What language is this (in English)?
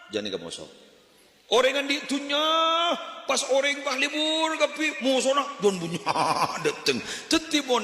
Madurese